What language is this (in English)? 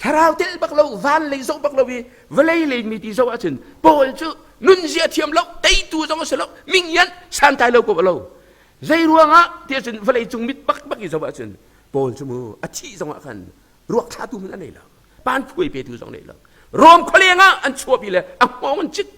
Hakha Chin